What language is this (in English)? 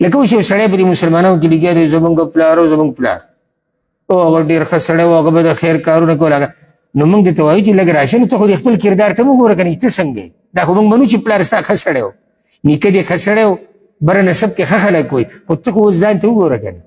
Pashto